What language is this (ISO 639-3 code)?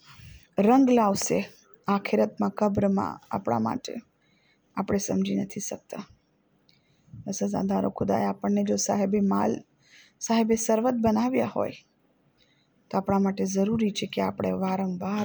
guj